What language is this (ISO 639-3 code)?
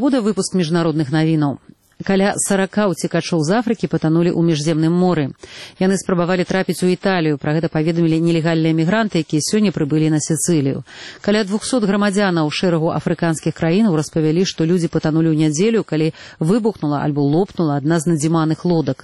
bel